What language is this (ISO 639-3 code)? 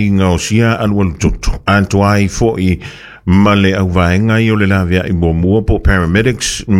smo